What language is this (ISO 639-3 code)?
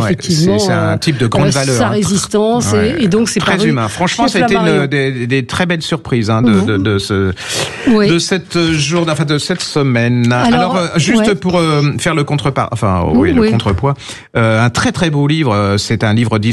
fra